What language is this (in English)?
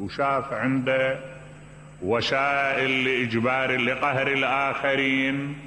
Mesopotamian Arabic